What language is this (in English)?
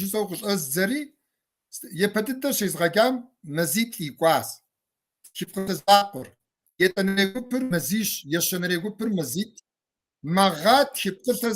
Kabardian